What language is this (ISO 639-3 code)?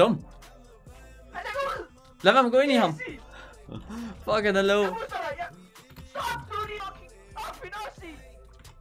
dan